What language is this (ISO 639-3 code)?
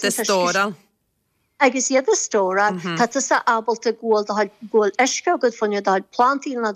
gle